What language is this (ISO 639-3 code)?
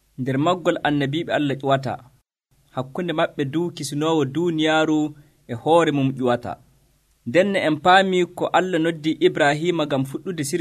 fuv